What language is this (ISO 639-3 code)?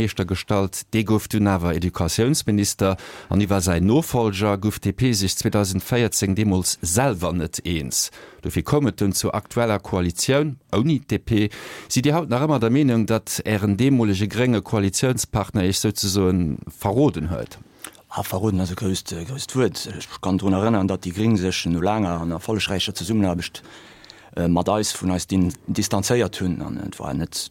ltz